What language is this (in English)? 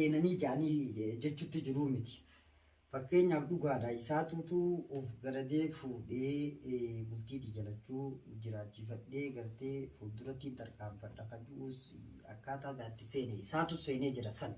Oromo